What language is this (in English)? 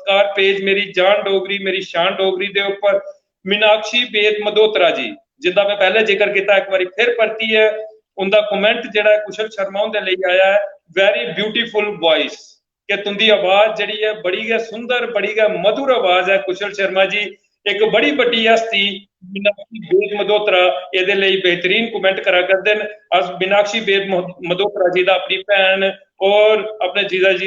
Dogri